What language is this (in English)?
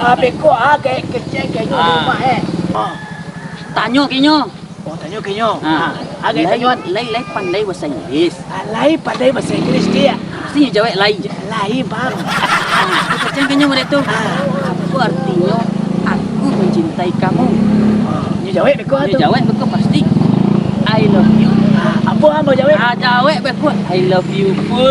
Minangkabau